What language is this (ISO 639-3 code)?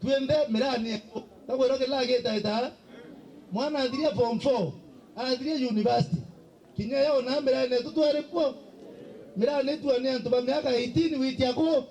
mer